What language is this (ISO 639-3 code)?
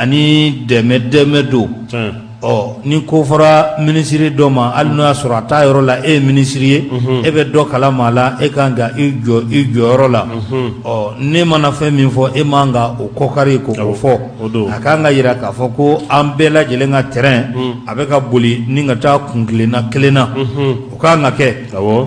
bam